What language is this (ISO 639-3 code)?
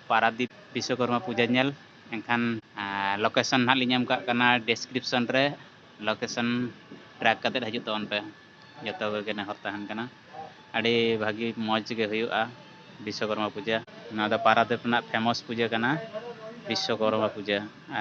sat